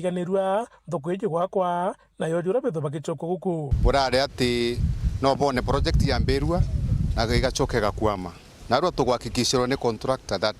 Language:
Meru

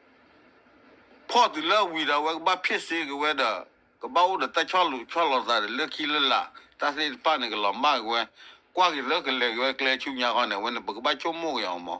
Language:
S'gaw Karen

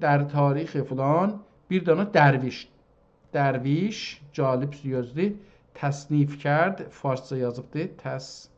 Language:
South Azerbaijani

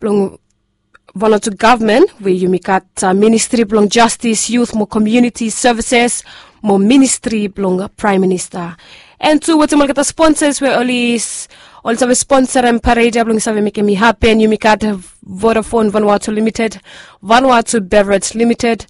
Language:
Bislama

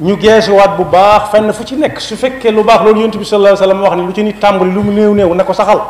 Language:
Wolof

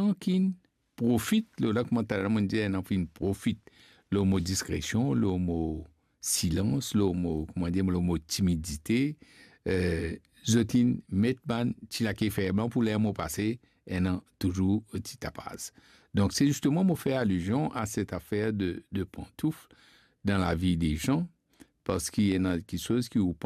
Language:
Morisyen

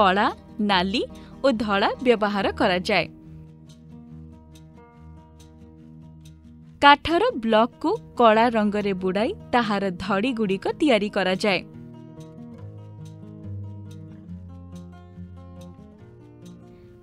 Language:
Odia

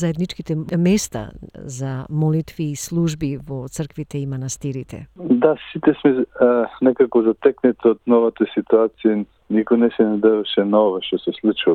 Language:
Macedonian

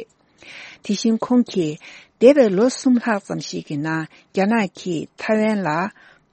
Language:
Tibetan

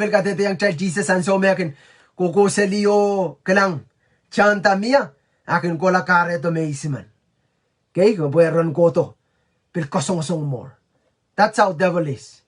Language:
Pohnpeian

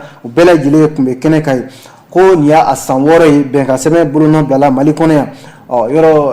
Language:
Bambara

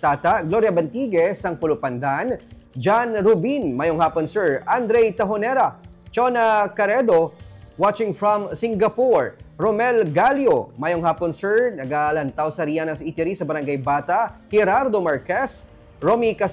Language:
Hiligaynon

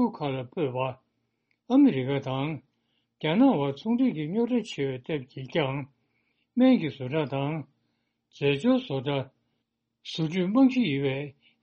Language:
Tibetan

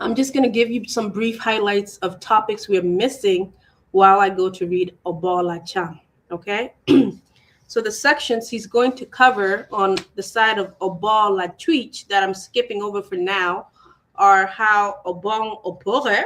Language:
Acoli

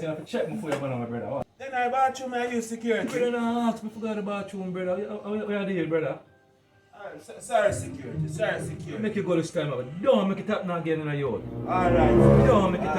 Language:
Jamaican Creole English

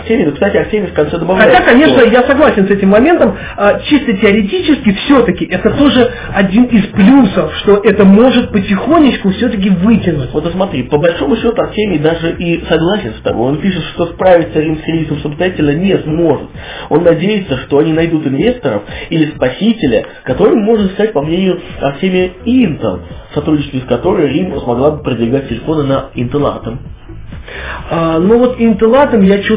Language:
Russian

